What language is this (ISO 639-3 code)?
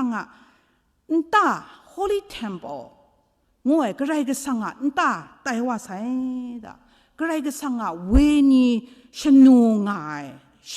kac